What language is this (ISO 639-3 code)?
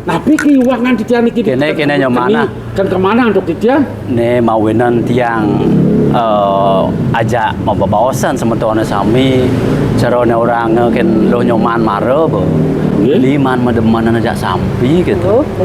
ban